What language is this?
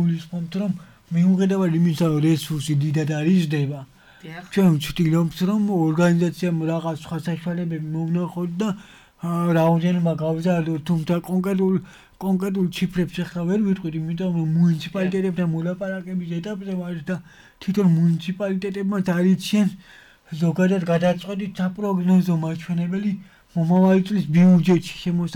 Georgian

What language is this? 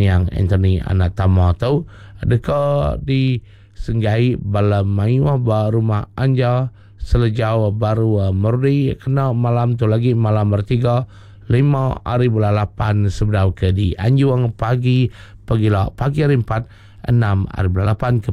Iban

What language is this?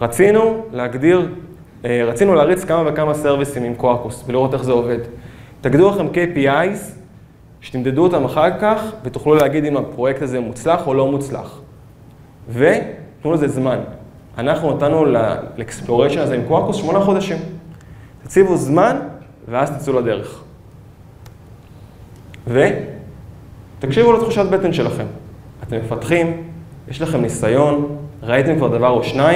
Hebrew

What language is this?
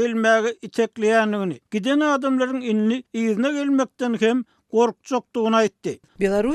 Turkmen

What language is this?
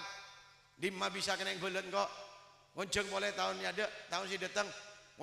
Madurese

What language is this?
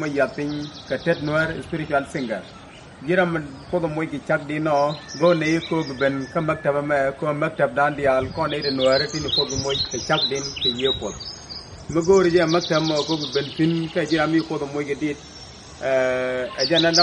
Nuer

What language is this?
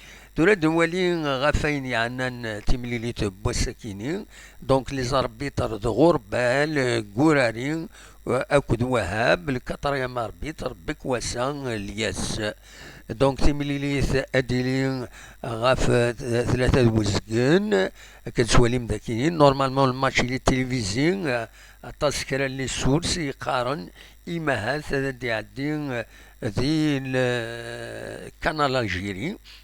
Kabyle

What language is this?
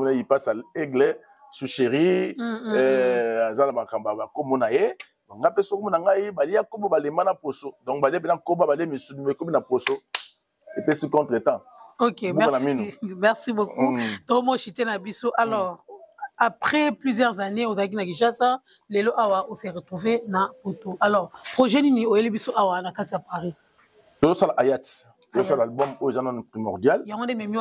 Lingala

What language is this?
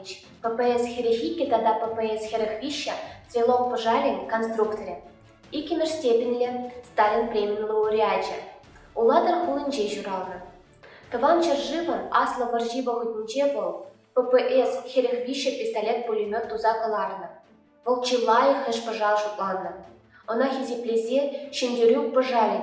Chuvash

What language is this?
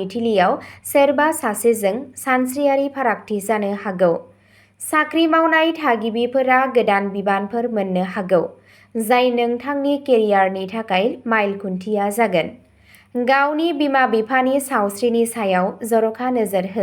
Bodo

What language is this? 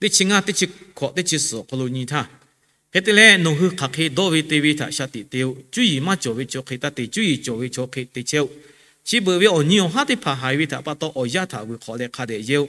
Lahu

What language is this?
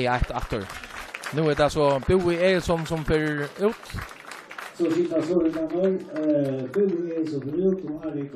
Faroese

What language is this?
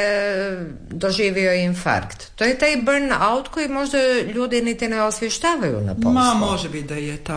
Croatian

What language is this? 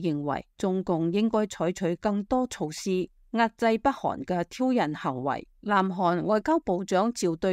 Cantonese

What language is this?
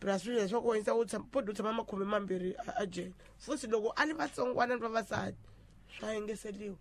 Tsonga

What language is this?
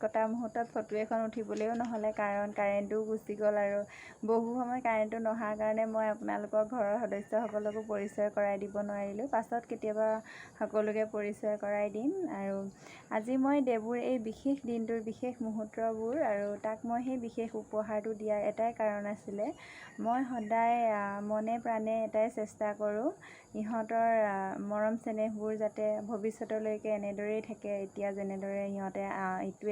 Assamese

